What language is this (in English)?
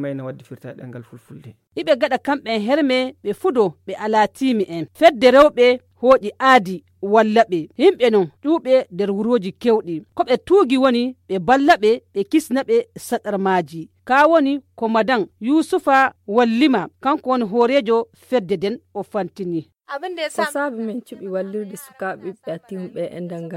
Fula